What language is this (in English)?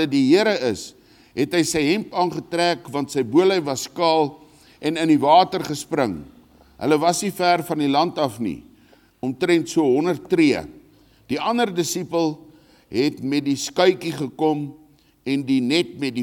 Afrikaans